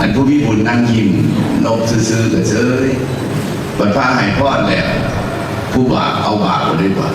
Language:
Northeastern Thai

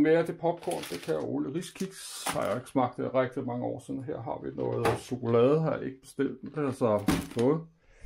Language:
Danish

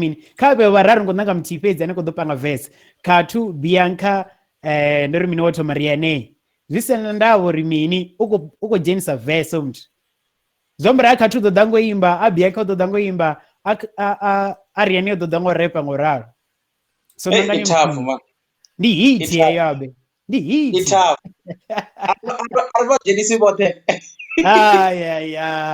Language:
Venda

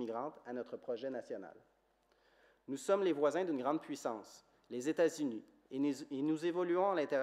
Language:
French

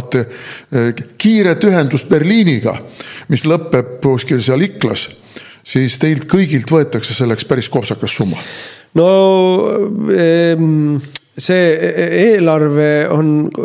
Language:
Estonian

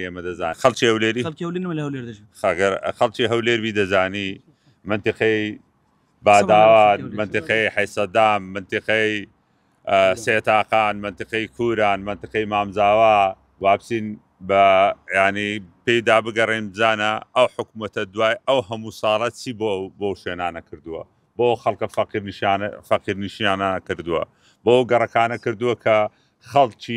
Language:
Central Kurdish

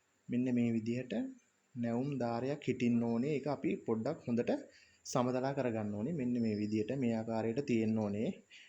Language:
Sinhala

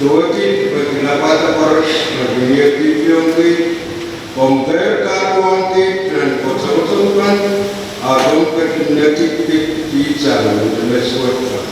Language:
Pohnpeian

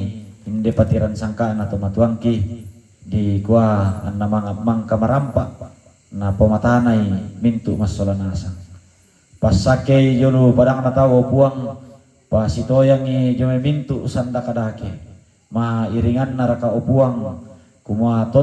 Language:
Toraja-Sa'dan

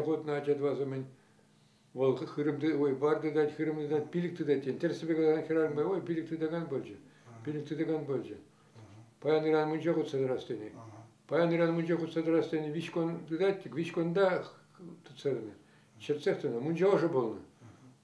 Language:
Chuvash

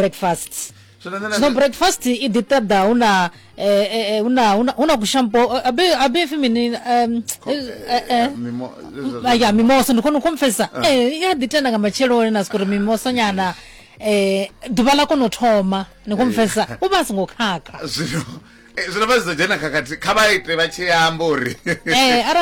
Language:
Venda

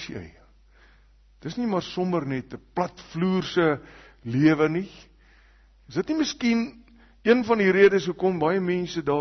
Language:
Afrikaans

